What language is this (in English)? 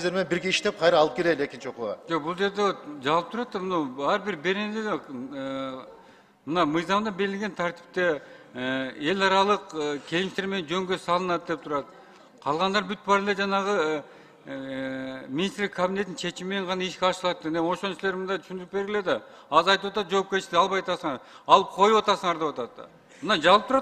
Kyrgyz